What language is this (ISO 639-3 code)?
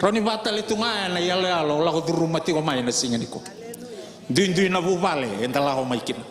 fij